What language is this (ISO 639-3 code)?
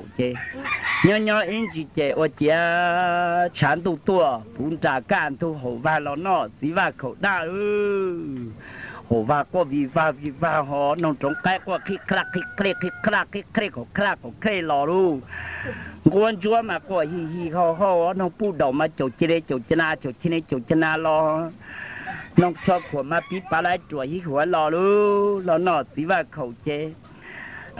hmn